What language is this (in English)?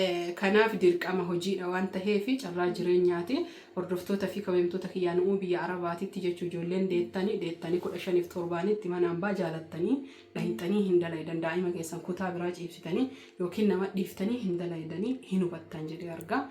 Oromo